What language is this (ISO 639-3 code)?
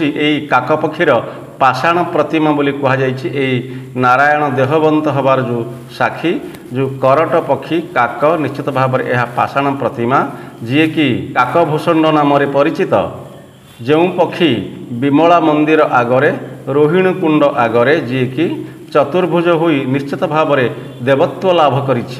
ori